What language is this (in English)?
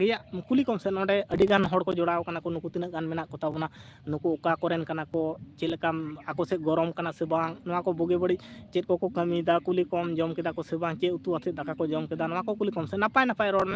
Santali